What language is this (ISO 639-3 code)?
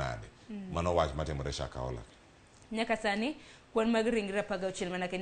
luo